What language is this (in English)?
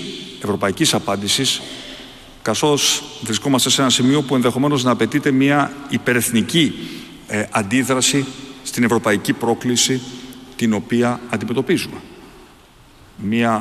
Greek